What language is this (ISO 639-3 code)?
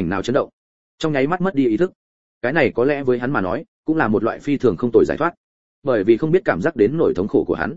vie